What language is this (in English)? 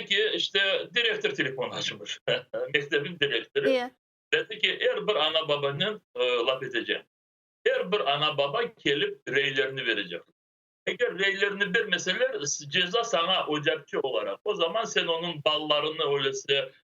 Crimean Tatar